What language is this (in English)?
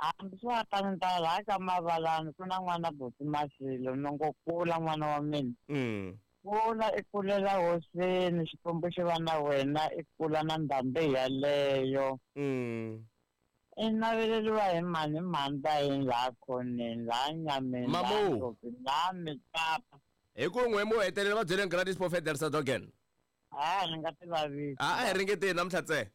Tsonga